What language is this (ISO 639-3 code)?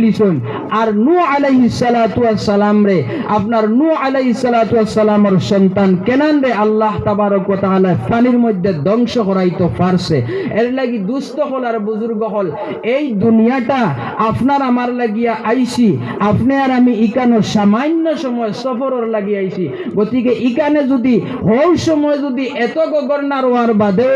syl